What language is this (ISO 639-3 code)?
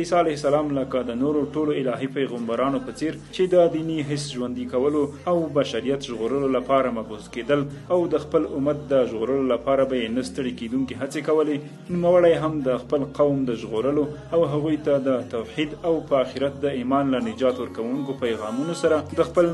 pus